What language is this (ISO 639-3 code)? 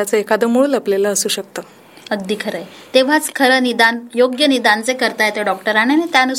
mar